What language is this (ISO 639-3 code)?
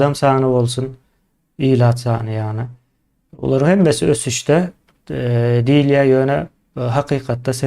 tuk